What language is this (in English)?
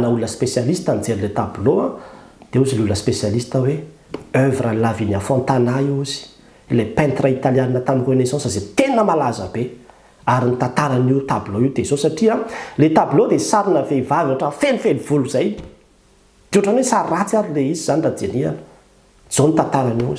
Malagasy